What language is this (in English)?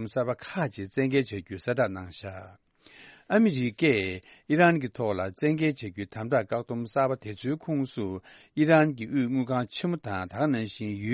Tibetan